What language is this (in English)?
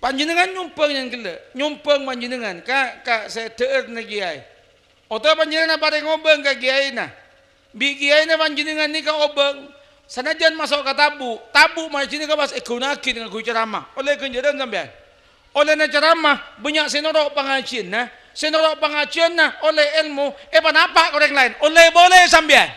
Madurese